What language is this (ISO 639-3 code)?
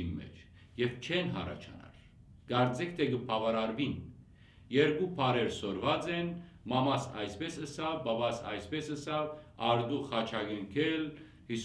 hyw